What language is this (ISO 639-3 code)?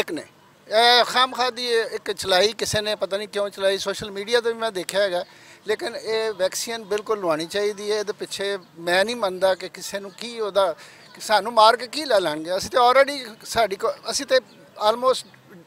lah